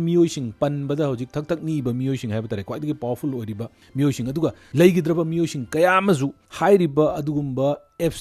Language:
Manipuri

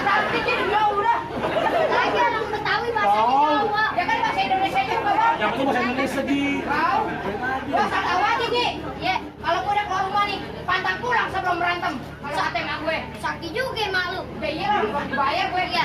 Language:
Betawi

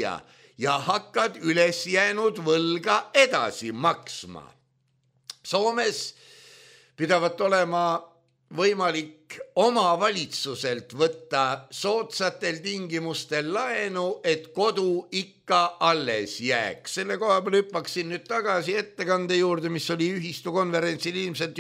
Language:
Estonian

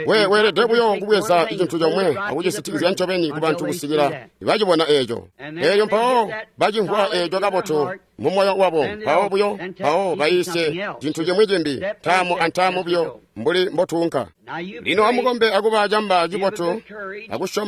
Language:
Tonga (Zambia)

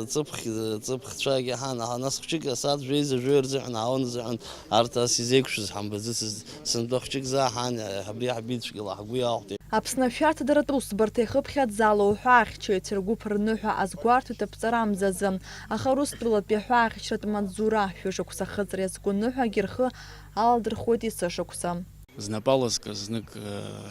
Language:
Abkhazian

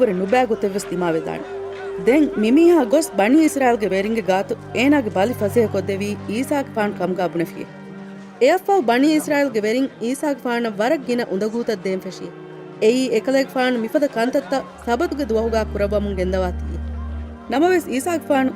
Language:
Divehi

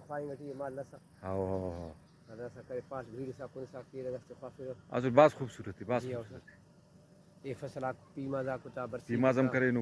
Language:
Brahui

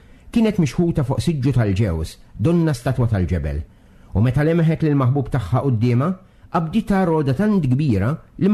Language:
Maltese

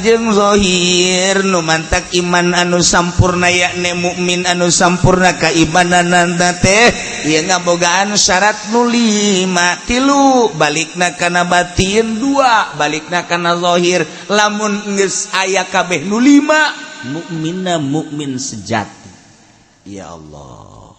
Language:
Sundanese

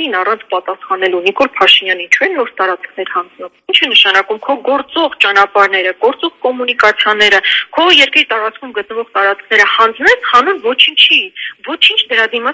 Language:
Armenian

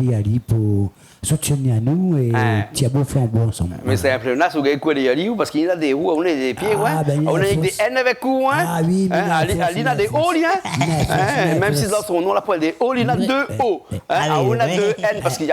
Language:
Réunion Creole French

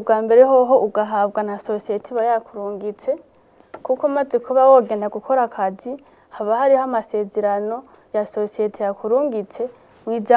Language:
Rundi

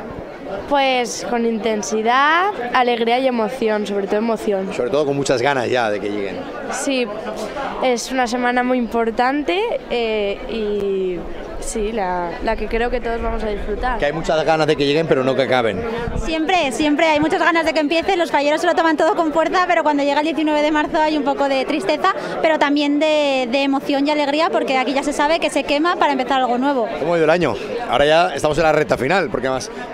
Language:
Spanish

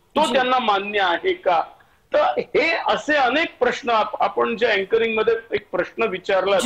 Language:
Marathi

